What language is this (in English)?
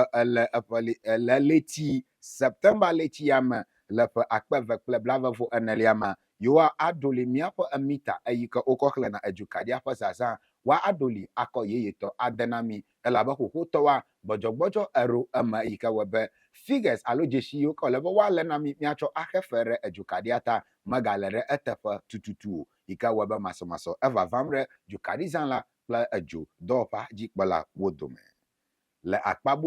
Ewe